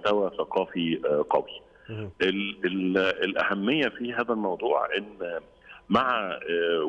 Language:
Egyptian Arabic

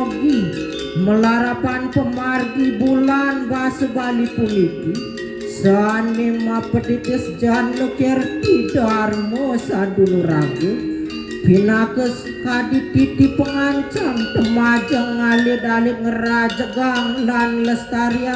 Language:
Balinese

